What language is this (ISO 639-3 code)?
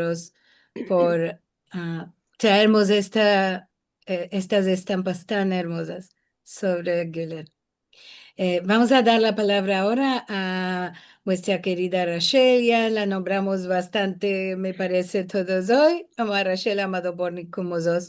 lad